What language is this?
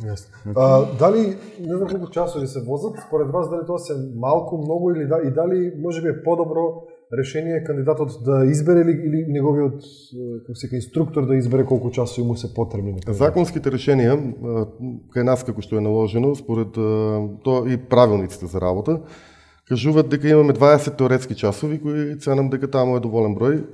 Macedonian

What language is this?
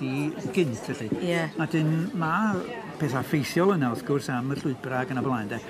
Welsh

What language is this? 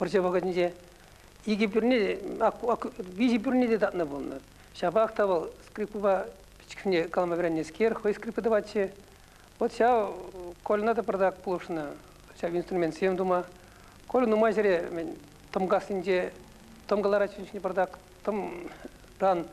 Chuvash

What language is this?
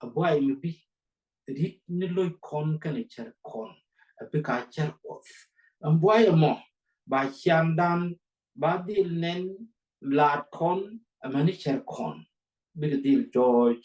Nuer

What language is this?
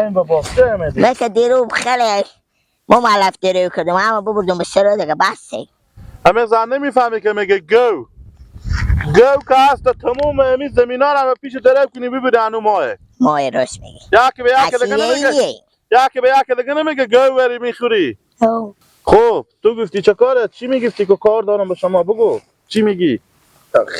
Persian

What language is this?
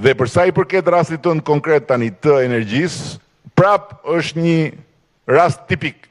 Albanian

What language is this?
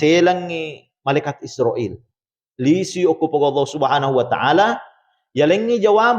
Buginese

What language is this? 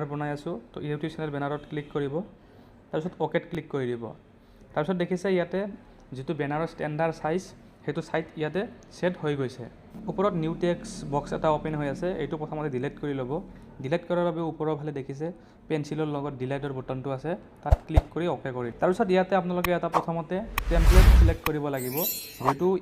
Assamese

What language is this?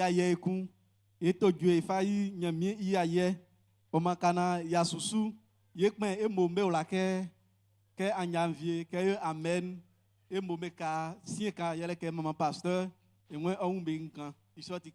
Baoulé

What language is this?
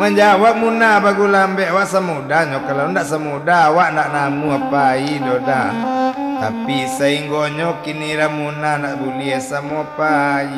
Minangkabau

